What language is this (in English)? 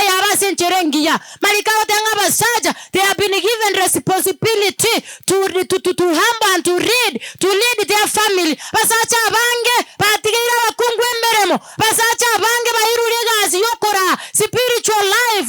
Gusii